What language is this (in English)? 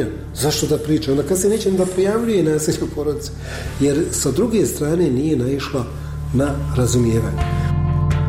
Bosnian